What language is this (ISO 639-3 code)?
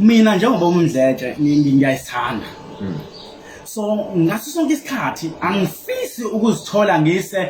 zul